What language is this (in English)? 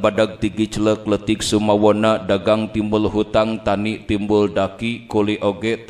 Sundanese